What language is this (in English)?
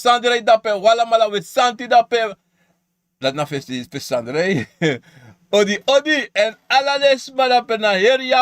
Sranan Tongo